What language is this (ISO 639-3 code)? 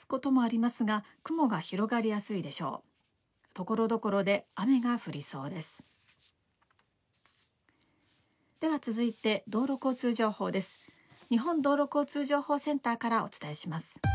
jpn